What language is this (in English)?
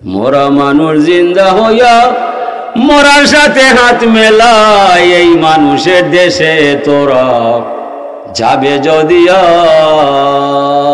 Sylheti